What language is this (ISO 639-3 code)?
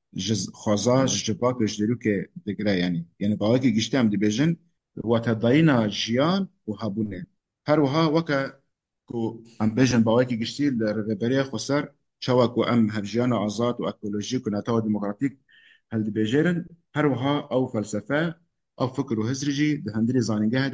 kur